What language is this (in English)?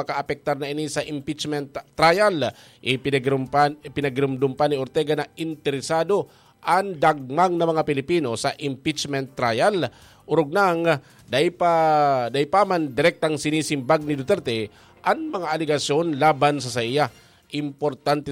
Bikol